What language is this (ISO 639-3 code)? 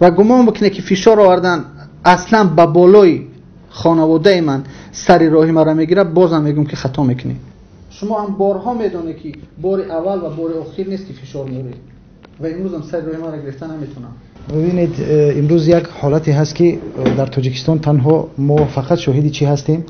tgk